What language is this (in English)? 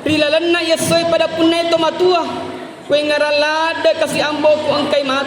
Buginese